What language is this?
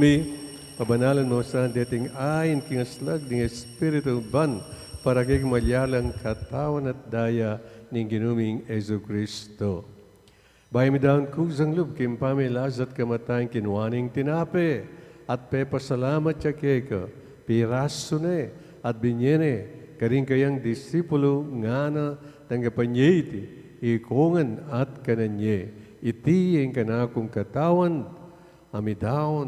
Pampanga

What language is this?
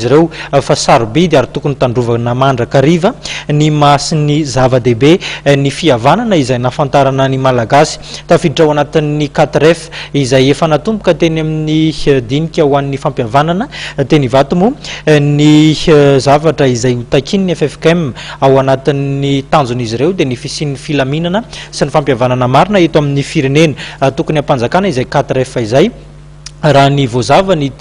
Malagasy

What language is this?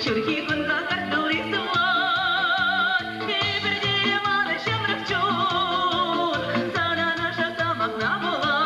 Chuvash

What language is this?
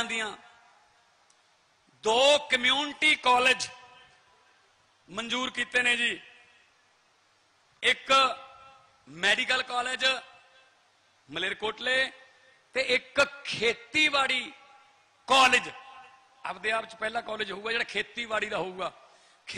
Punjabi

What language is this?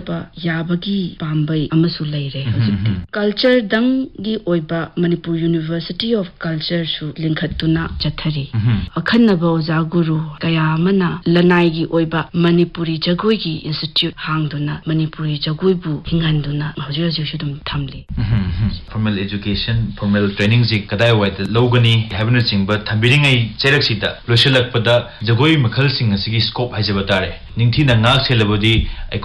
Manipuri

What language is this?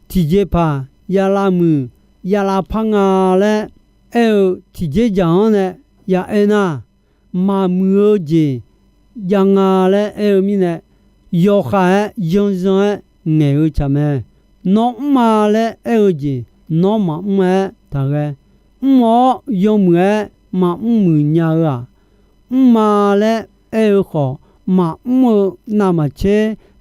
Akha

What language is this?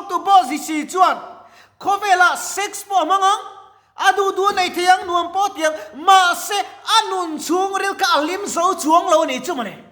Mizo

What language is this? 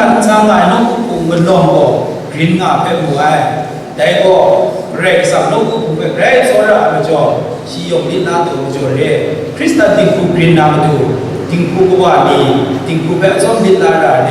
Kachin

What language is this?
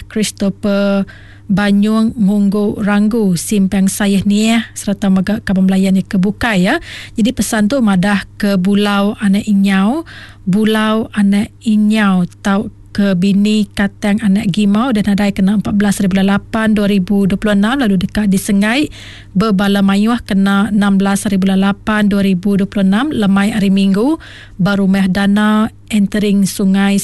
Iban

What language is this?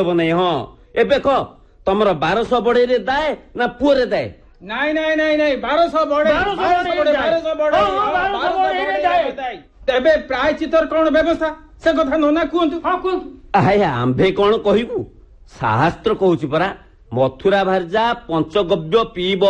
Odia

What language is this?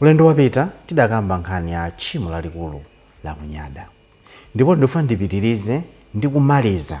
Nyanja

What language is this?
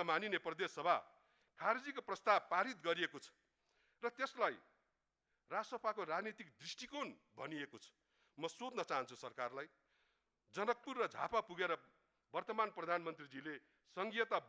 Nepali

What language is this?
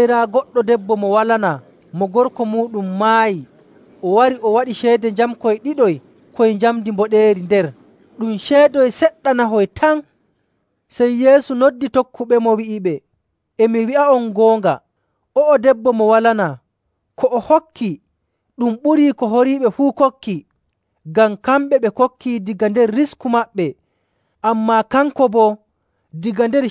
Nigerian Fulfulde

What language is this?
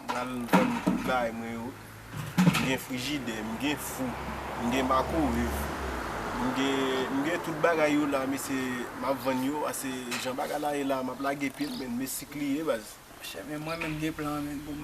Haitian Creole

